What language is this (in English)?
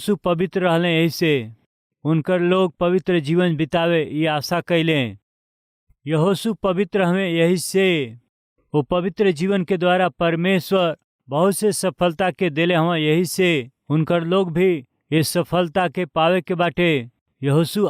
Bhojpuri